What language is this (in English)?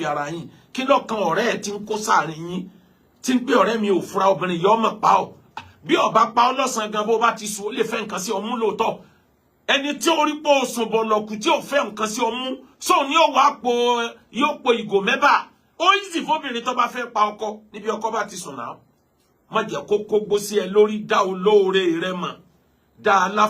Yoruba